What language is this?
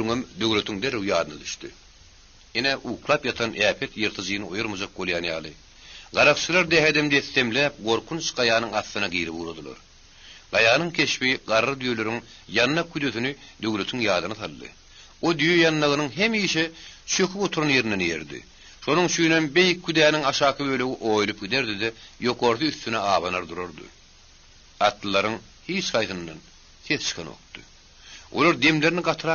Turkmen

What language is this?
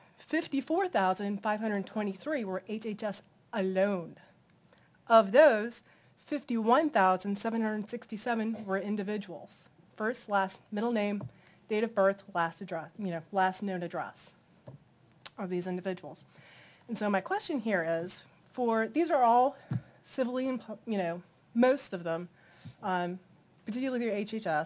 English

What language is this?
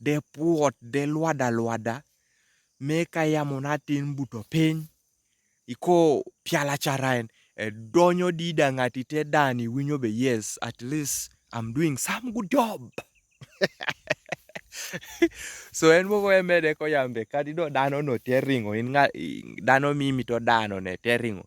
Kumam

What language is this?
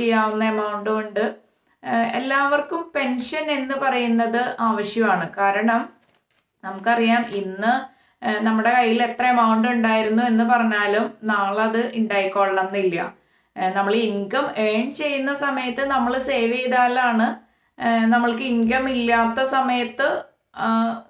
Malayalam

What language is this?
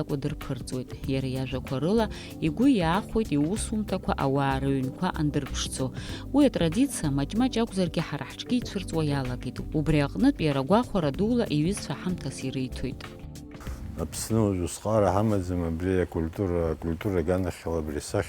Abkhazian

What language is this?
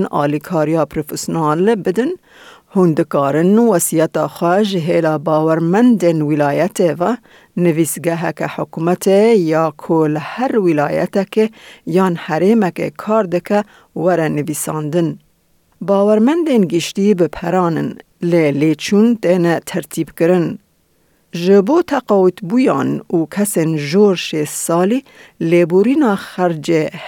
Kurdish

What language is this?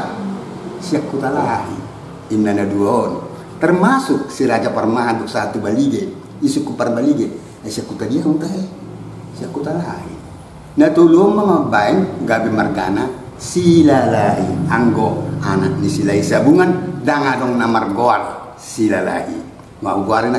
Batak Toba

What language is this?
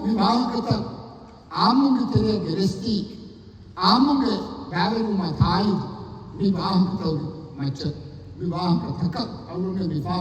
Divehi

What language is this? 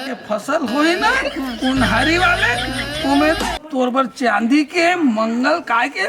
Chhattisgarhi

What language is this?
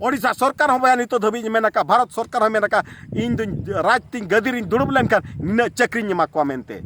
Santali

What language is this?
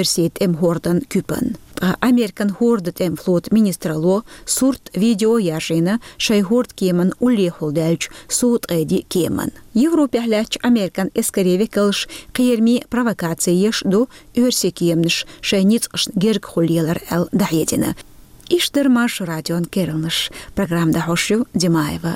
Chechen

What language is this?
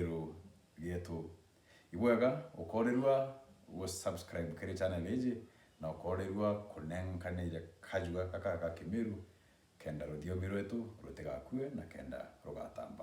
Meru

